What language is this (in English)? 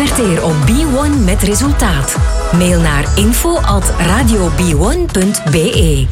Dutch